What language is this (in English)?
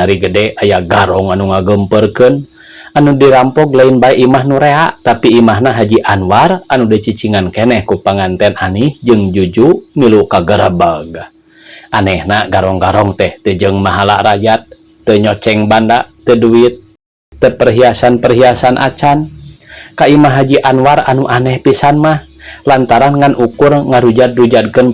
Sundanese